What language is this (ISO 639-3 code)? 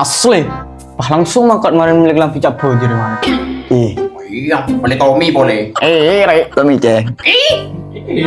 mad